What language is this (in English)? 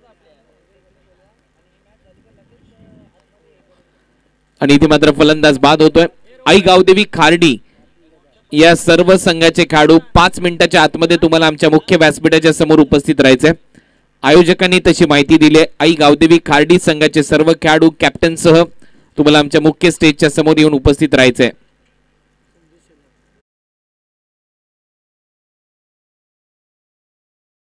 Marathi